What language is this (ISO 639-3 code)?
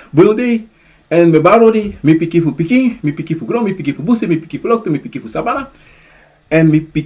srn